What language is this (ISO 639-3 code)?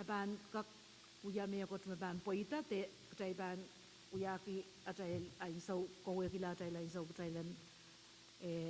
pon